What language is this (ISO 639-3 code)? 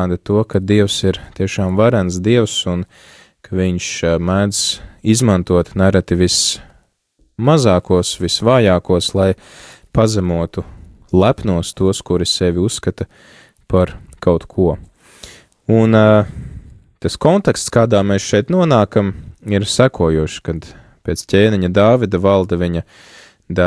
lav